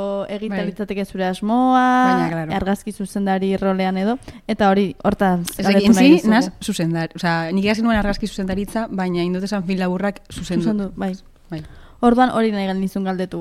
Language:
Basque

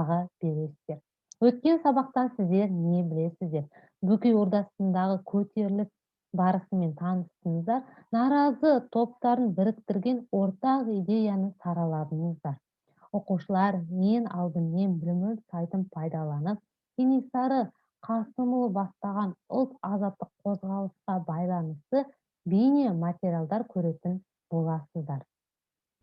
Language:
Kazakh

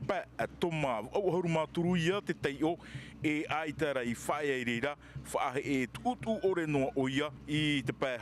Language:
Tahitian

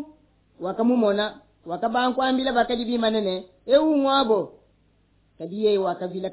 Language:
Luba-Lulua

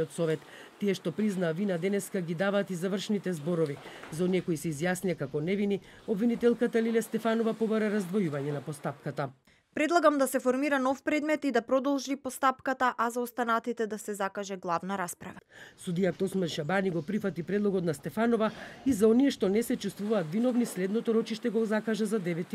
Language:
Macedonian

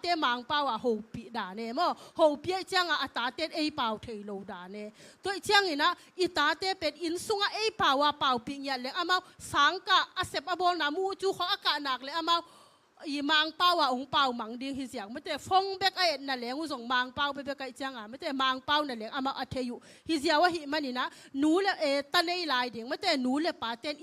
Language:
Tedim Chin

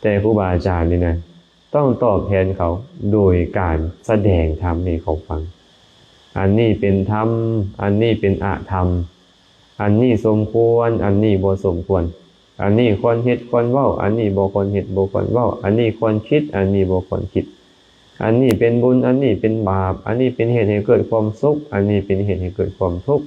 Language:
Lao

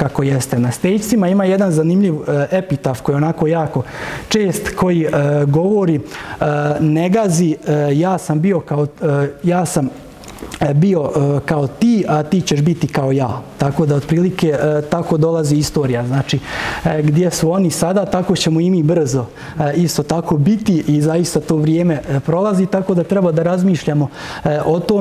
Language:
Serbian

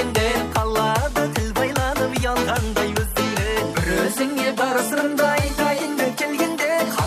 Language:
Kara-Kalpak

